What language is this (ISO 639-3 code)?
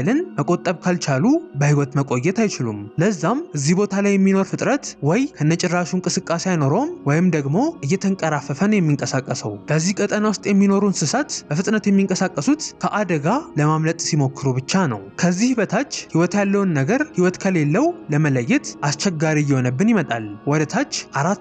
amh